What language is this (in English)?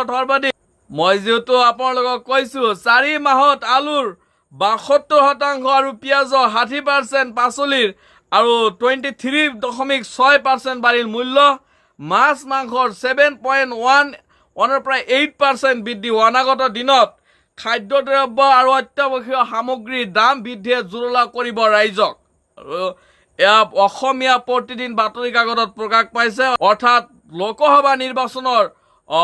Assamese